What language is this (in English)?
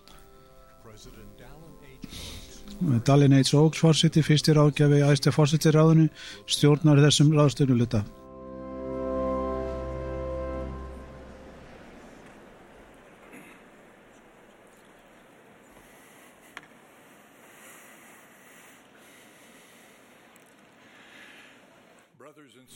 Icelandic